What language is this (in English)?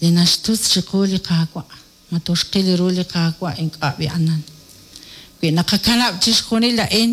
Kekchí